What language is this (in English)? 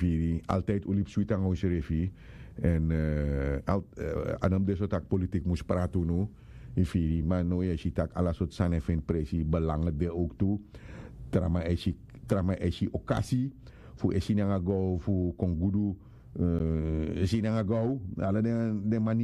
Sranan Tongo